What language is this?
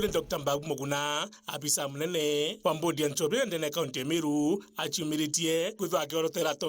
Meru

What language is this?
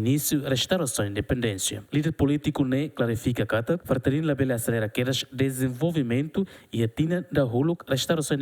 Tetum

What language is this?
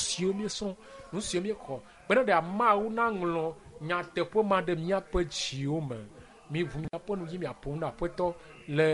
Ewe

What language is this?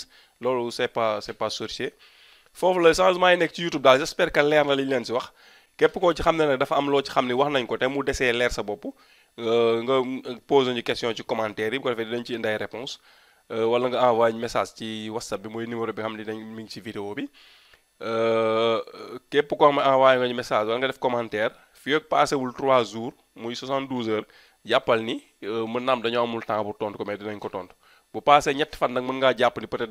Wolof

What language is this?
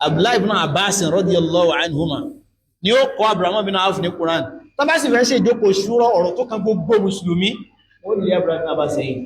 Yoruba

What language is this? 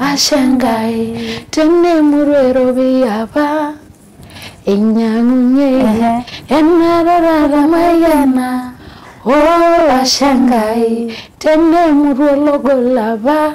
Masai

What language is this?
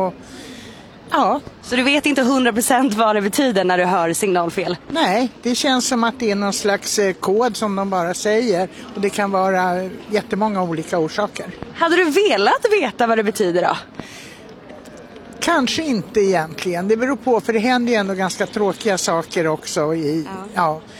Swedish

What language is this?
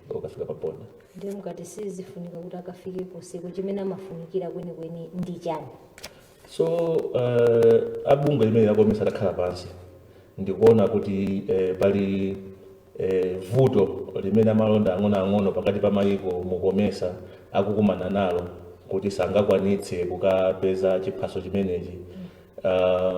Nyanja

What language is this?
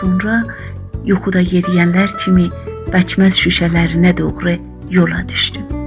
South Azerbaijani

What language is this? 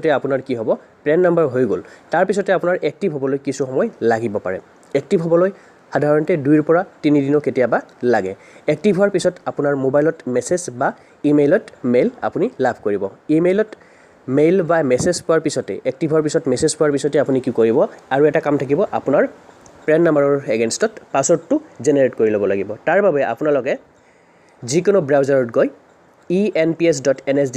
Assamese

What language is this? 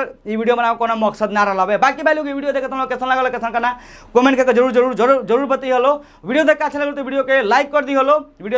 Bhojpuri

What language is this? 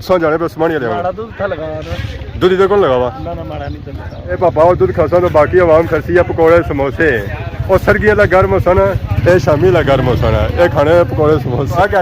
Pahari-Potwari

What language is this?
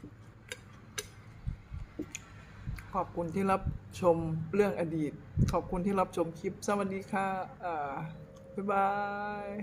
Lao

